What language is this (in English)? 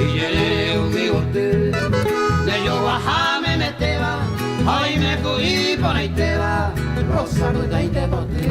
Guarani